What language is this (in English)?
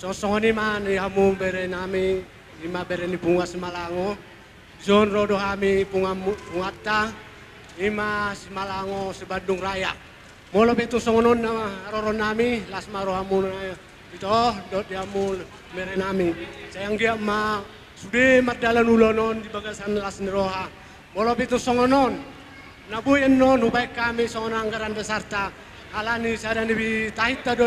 Batak Toba